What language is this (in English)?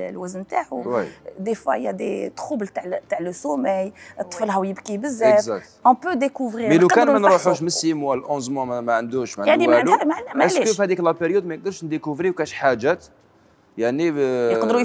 Algerian Arabic